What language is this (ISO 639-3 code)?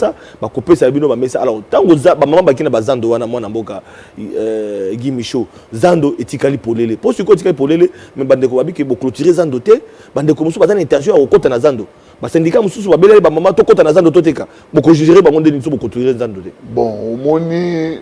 lin